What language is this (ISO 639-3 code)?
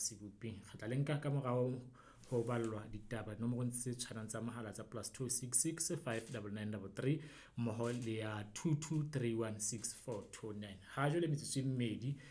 sot